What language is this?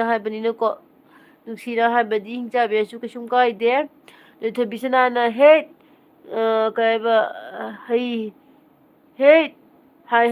Manipuri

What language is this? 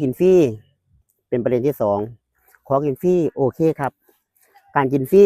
Lao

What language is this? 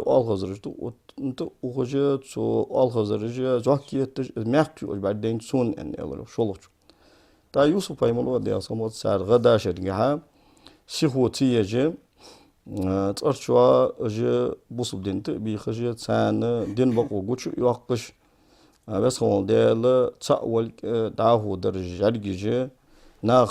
Ingush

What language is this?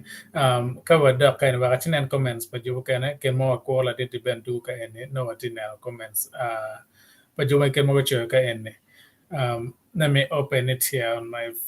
Acoli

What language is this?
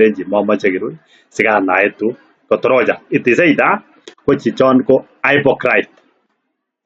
Kalenjin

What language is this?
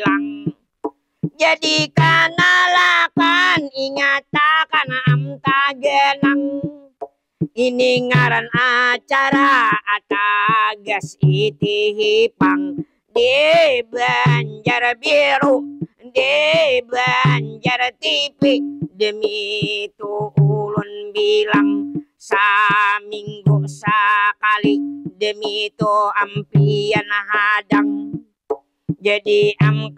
Banjar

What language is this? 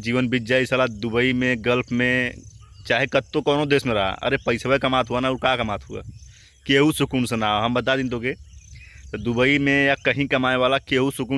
Bhojpuri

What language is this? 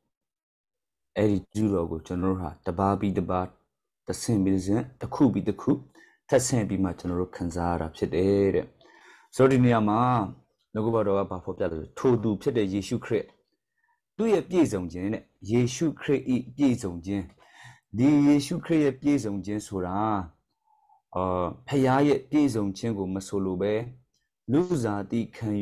Burmese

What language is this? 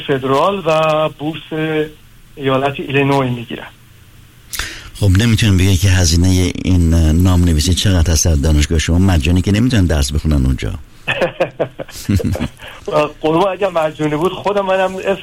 Persian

